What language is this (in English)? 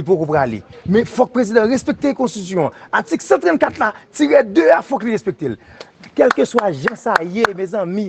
Haitian Creole